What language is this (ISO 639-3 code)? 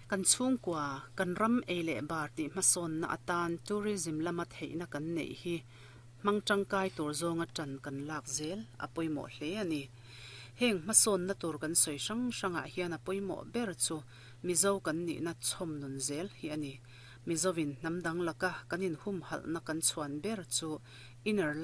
lus